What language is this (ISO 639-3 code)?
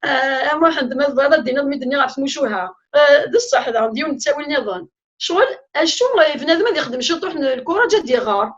kab